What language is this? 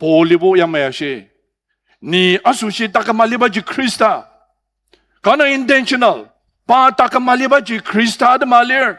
Ao Naga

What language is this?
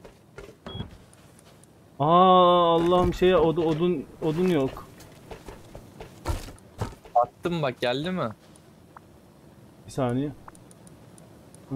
Turkish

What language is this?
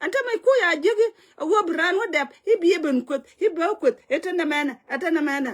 Nuer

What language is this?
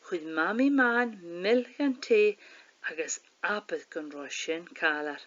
Scottish Gaelic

